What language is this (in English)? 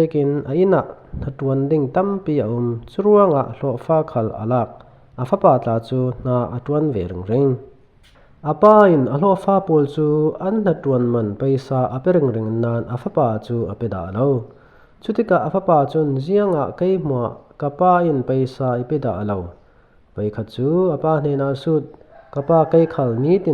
Falam Chin